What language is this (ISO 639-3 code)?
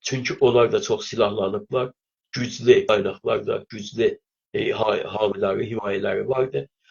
azb